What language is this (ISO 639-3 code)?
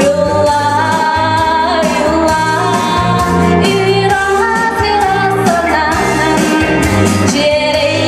sah